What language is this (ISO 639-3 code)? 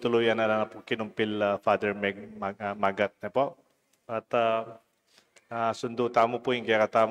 pam